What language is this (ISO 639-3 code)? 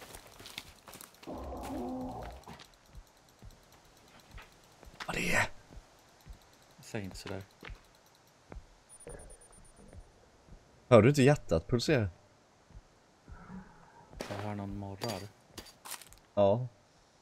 swe